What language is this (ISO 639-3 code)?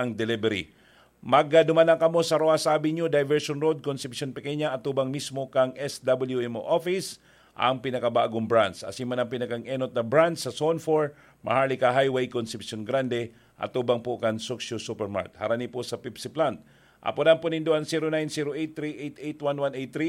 bik